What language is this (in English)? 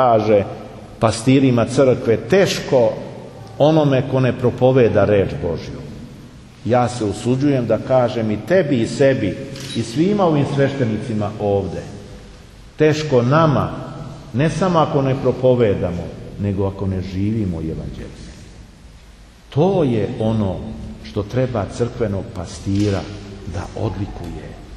Serbian